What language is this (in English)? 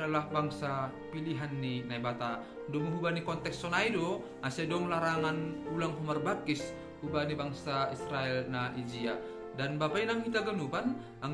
Batak Simalungun